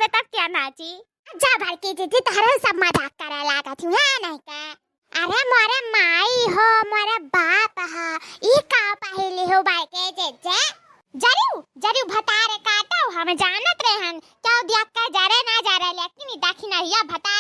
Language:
Awadhi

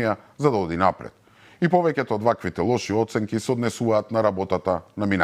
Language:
Macedonian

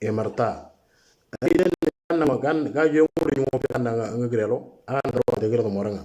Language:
Moro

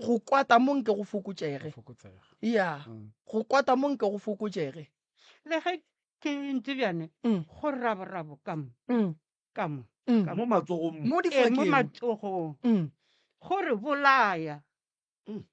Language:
Northern Sotho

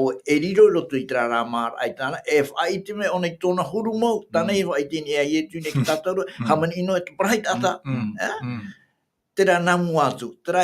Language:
Tahitian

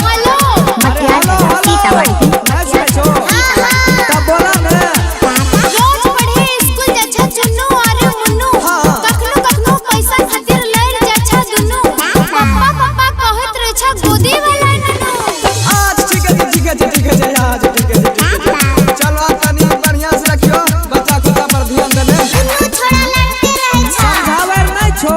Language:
Maithili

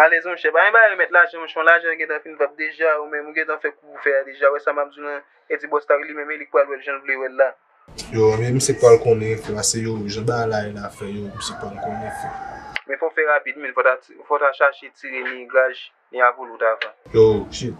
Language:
Haitian Creole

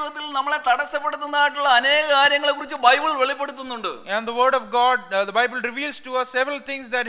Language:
Malayalam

